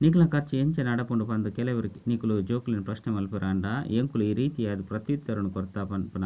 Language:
Tulu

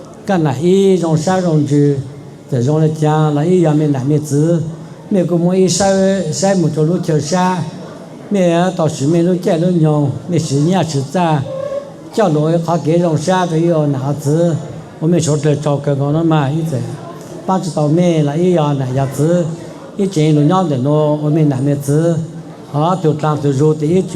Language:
Hmong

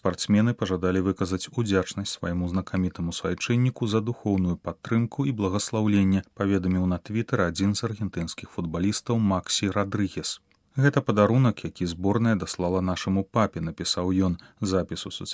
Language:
Belarusian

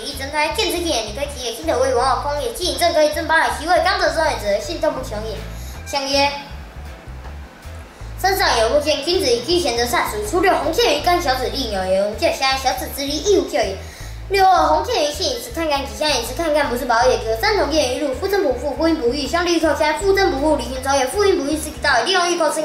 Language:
Literary Chinese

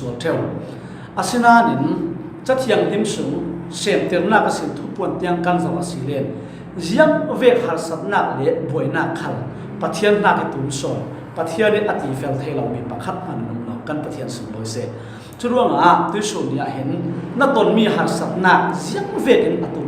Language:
Falam Chin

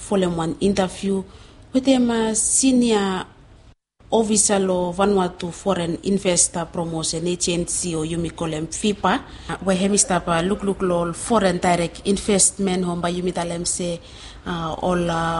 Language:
Bislama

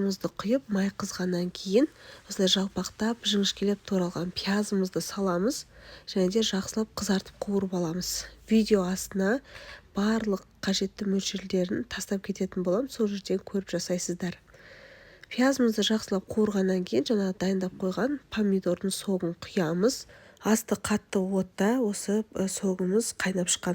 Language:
Kazakh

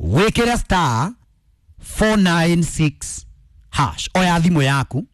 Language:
Kikuyu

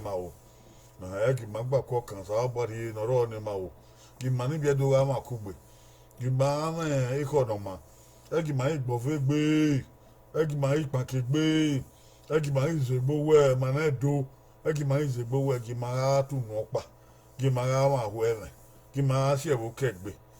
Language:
Bini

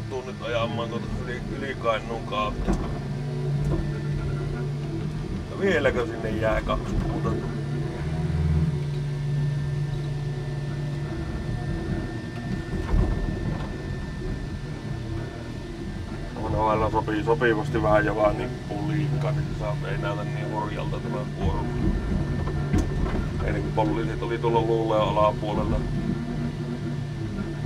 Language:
Finnish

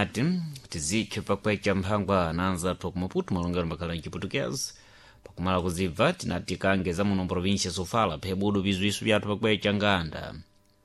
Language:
Sena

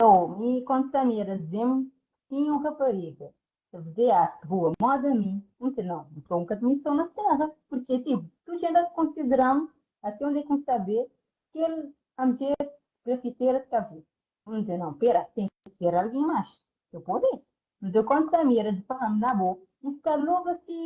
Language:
Kabuverdianu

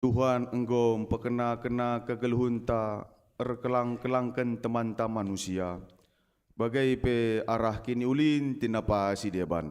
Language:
Batak Karo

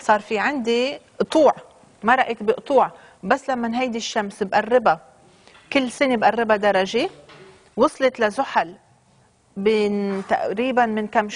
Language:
North Levantine Arabic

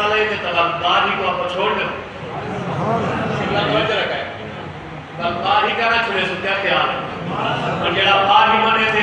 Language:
Saraiki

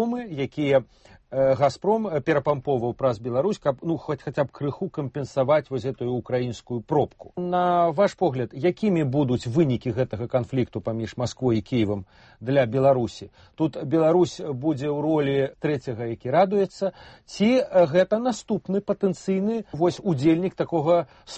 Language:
Belarusian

